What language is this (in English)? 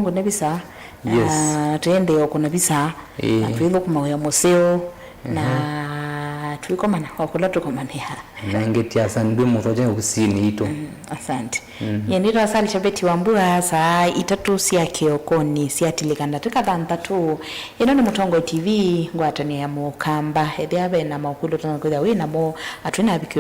Kamba